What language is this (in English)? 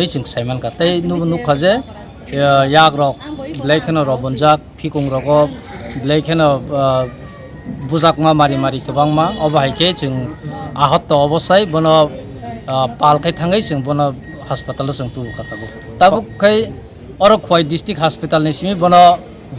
Kok Borok